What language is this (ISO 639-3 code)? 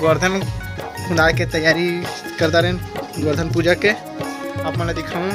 hne